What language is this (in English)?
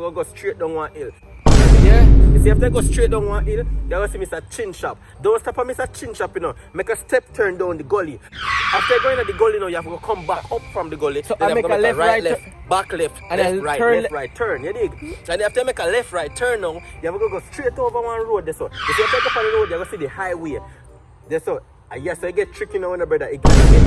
Jamaican Creole English